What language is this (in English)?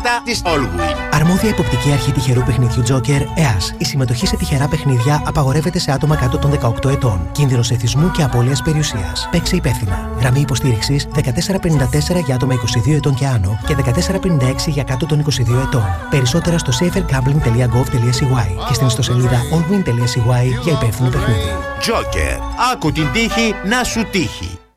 Greek